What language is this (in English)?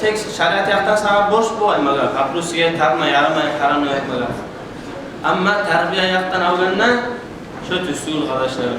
Kumyk